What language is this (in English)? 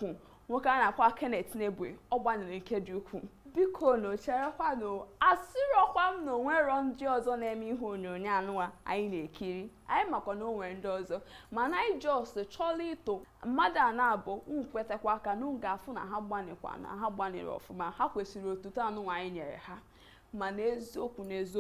Igbo